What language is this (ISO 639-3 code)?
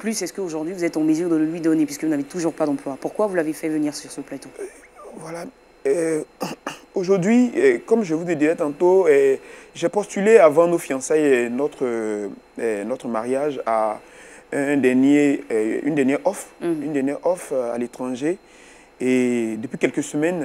fra